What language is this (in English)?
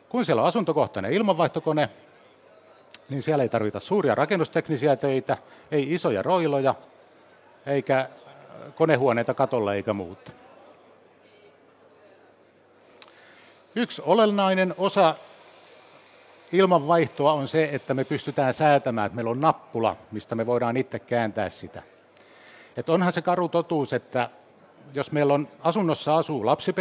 Finnish